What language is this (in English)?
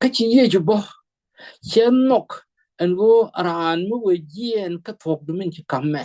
Nuer